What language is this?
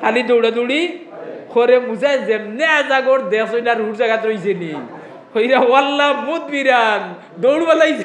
Sylheti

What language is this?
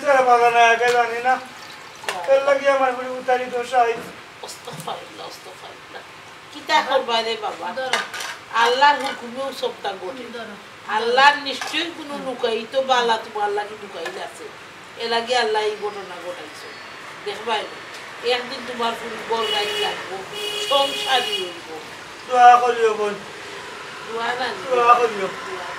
Sylheti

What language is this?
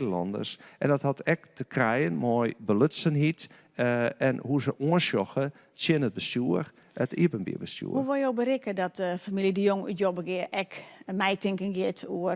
Western Frisian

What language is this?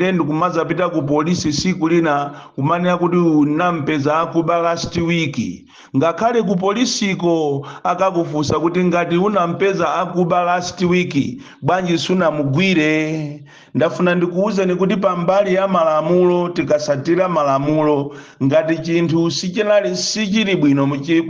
Nyanja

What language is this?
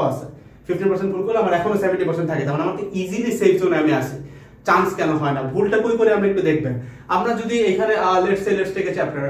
Bangla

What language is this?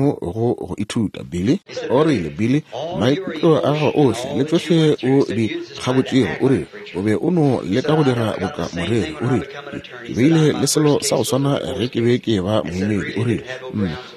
Northern Sotho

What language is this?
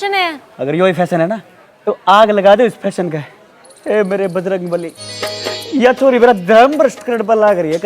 Haryanvi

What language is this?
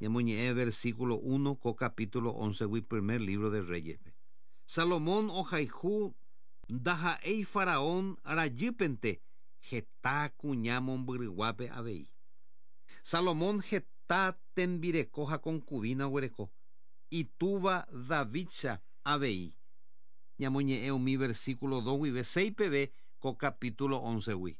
Guarani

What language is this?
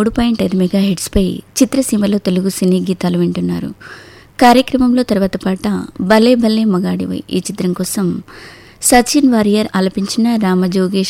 Telugu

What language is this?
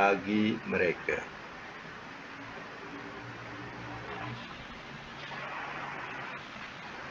Malay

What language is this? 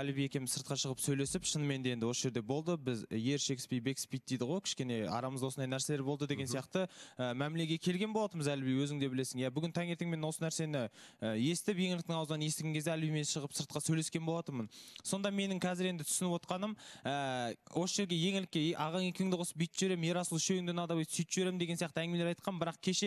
Kazakh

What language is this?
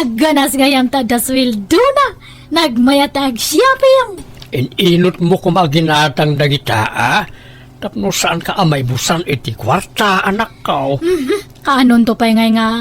Iloko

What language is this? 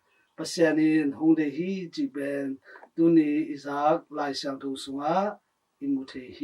Tedim Chin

